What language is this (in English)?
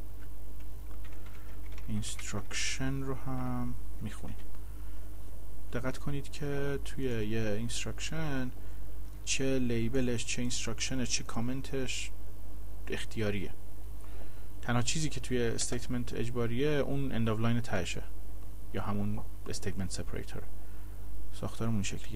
Persian